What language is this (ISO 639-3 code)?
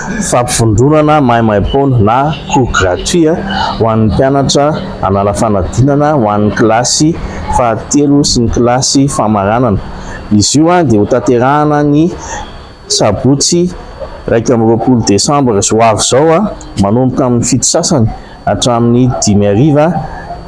mlg